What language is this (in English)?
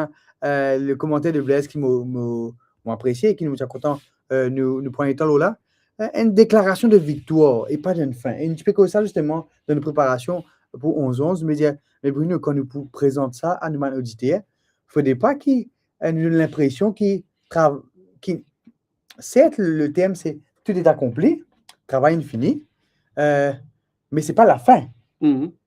Morisyen